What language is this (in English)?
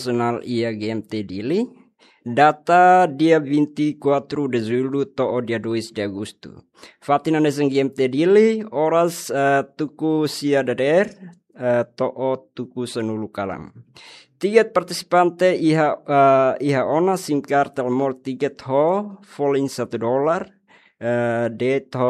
Tetum